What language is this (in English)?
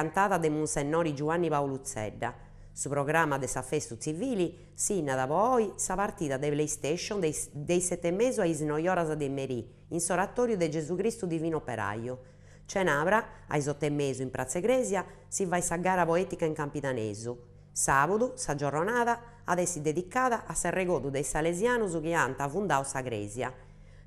Sardinian